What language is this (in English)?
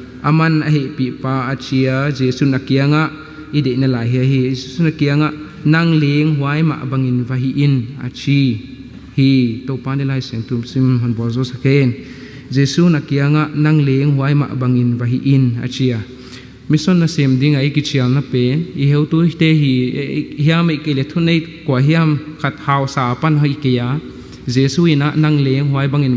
Tedim Chin